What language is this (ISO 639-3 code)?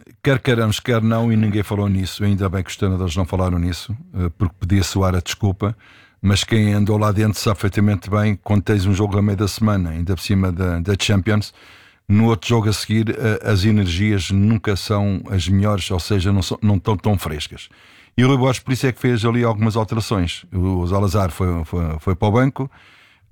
por